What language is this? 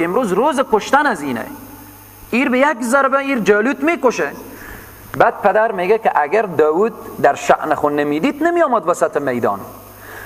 Persian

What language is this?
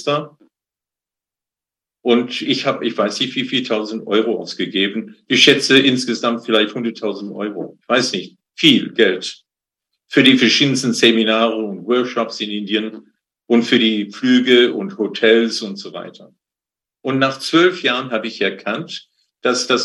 German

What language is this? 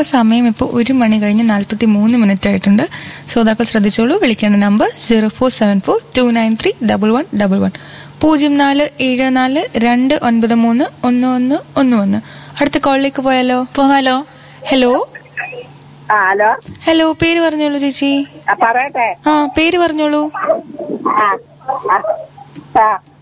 Malayalam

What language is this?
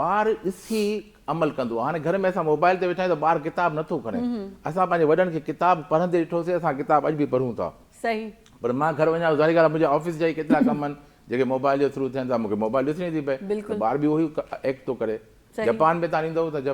Sindhi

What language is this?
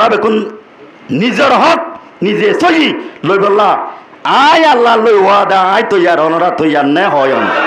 Rohingya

